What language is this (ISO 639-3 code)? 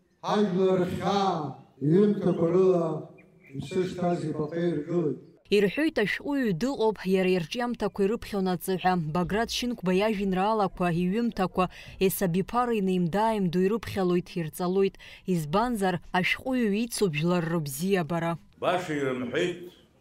abk